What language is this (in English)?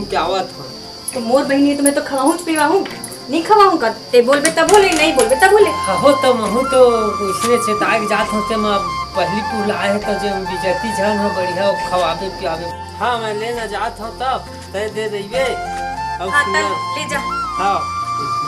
Chhattisgarhi